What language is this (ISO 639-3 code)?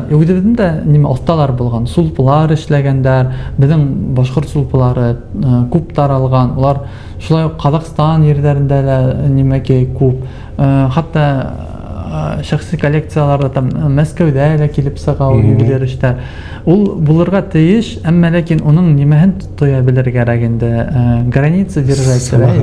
bak